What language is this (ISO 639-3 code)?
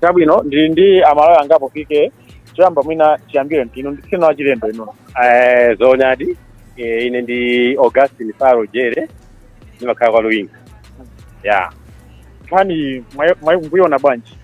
nya